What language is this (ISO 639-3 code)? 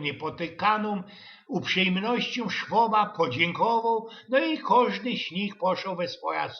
szl